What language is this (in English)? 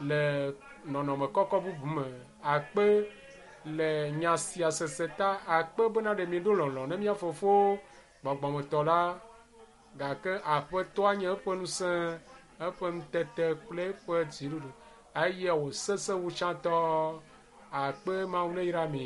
Ewe